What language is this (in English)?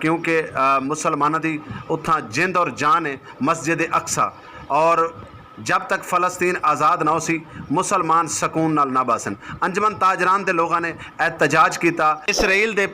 Saraiki